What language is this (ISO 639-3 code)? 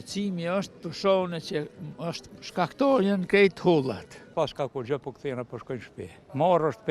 sqi